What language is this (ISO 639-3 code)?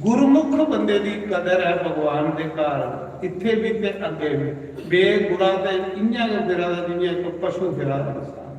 doi